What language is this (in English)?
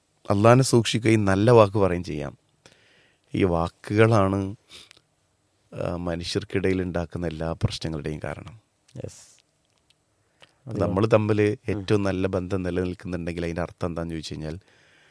Malayalam